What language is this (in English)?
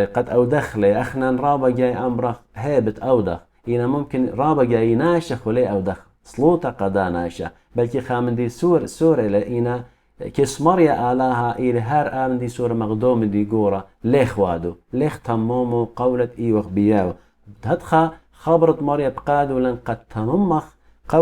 Assyrian Neo-Aramaic